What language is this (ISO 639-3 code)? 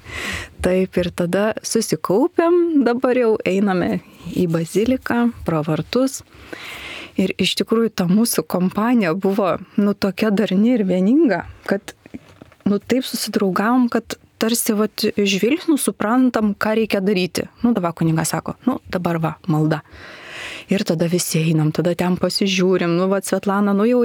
lit